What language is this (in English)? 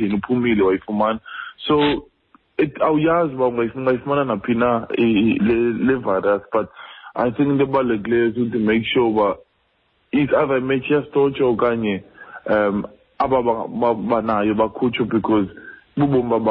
Xhosa